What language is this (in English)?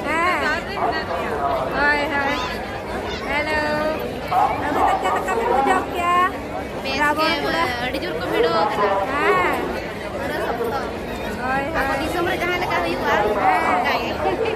Santali